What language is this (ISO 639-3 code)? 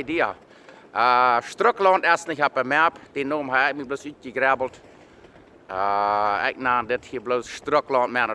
pdt